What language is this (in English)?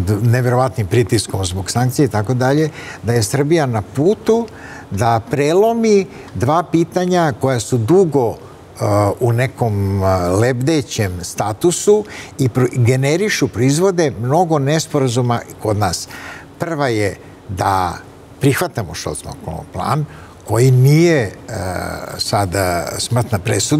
Serbian